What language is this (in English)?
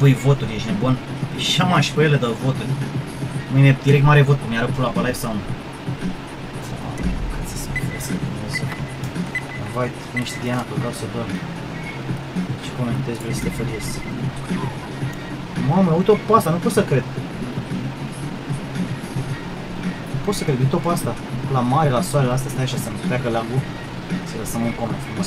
Romanian